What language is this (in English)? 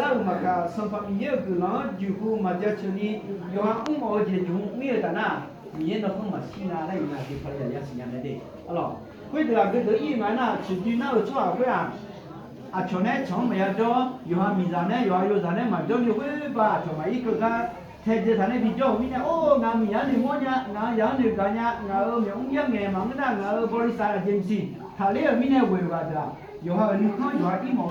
Akha